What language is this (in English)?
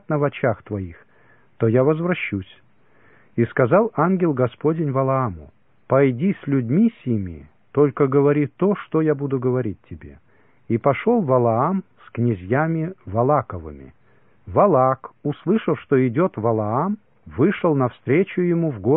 Russian